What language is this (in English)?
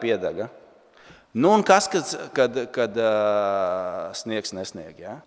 Latvian